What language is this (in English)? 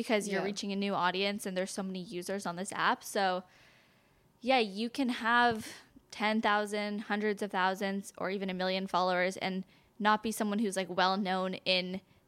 English